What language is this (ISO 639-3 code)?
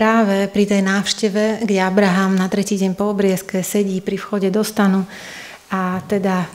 slk